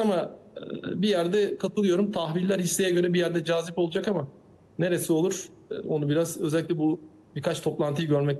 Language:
Turkish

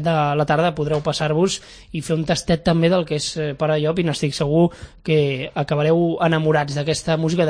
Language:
Catalan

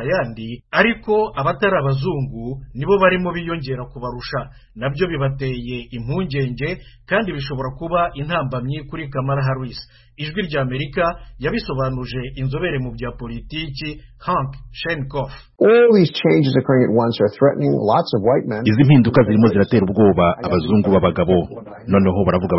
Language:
Kinyarwanda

